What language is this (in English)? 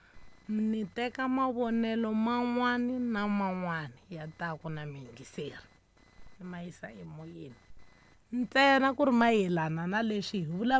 Tsonga